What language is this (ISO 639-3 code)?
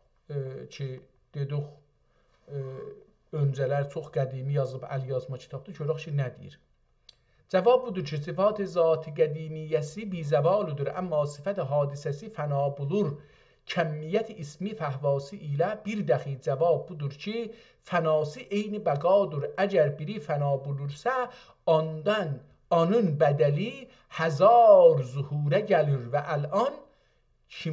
azb